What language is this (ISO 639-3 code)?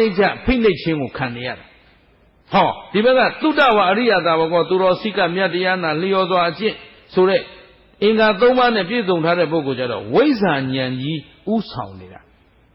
mya